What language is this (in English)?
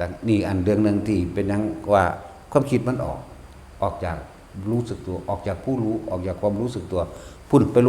Northeastern Thai